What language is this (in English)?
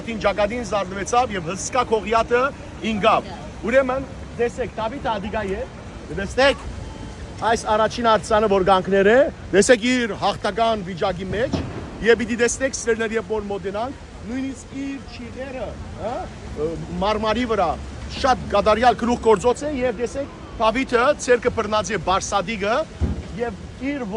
Western Armenian